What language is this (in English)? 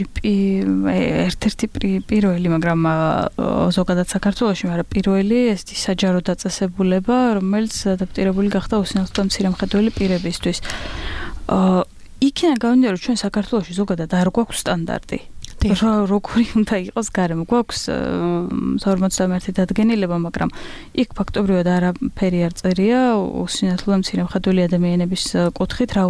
Georgian